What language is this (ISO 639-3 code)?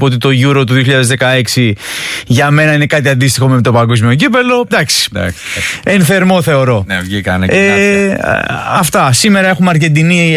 ell